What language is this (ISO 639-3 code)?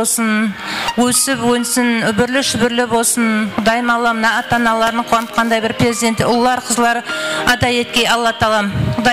kaa